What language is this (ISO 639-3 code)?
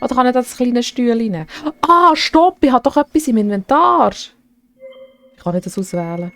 gsw